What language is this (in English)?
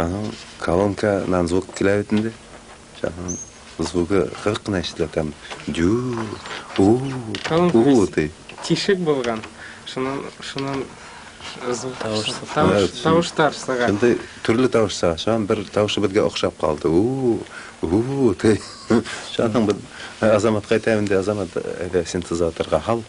Bashkir